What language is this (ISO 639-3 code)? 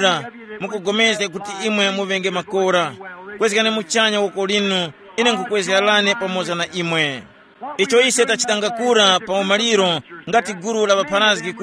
tum